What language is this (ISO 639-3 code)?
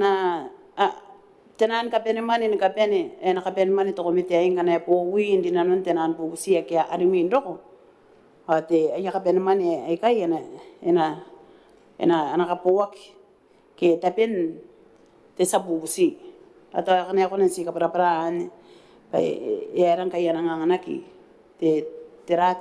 gil